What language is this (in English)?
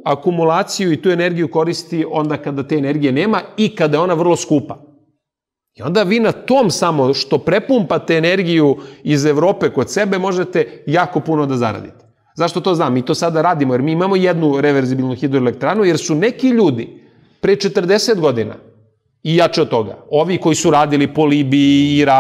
Serbian